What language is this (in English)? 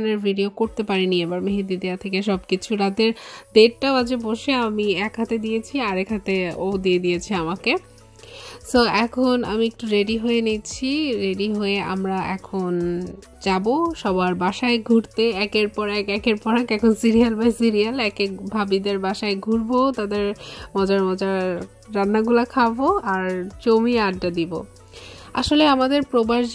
Bangla